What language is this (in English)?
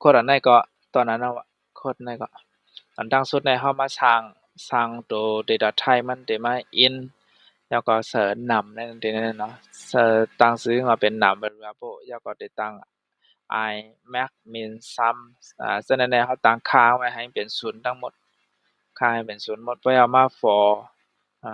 Shan